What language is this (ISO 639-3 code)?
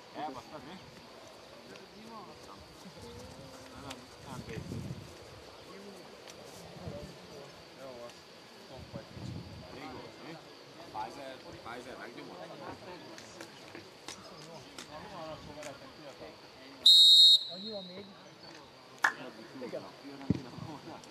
hun